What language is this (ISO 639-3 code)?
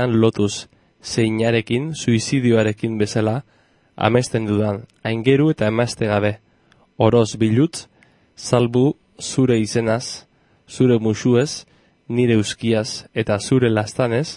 eus